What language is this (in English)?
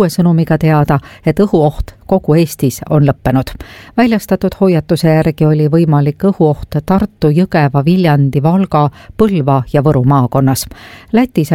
Estonian